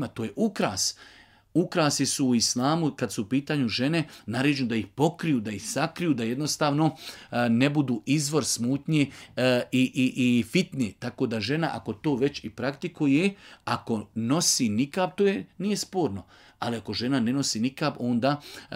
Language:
Bosnian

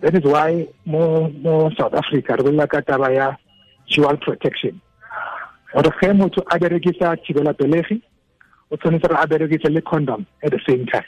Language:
Tswana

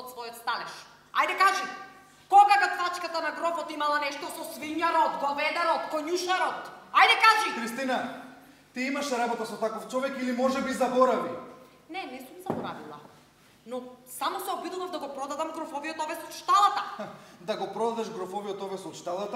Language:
Macedonian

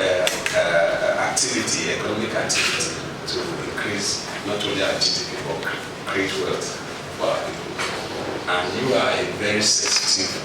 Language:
Nigerian Pidgin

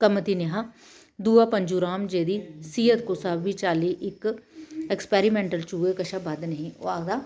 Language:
Dogri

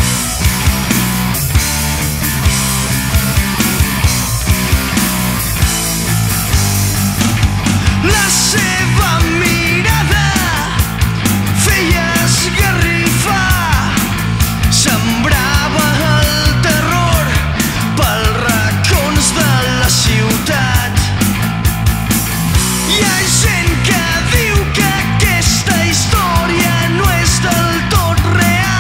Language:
Catalan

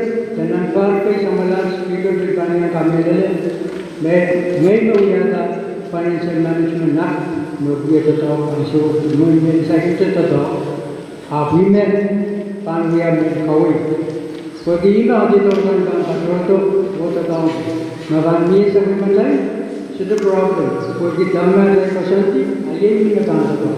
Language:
Pohnpeian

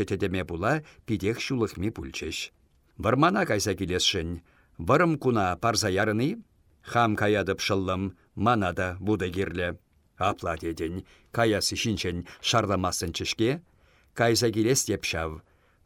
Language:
Chuvash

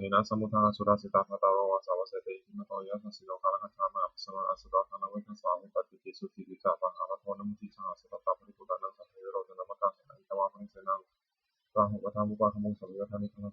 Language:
Pali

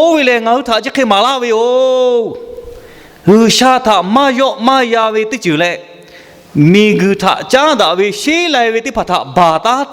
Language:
Lahu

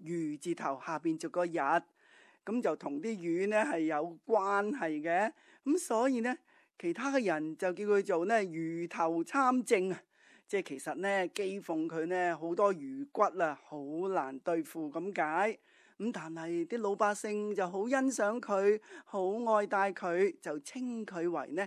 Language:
Cantonese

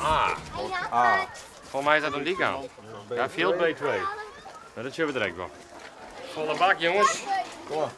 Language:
Western Frisian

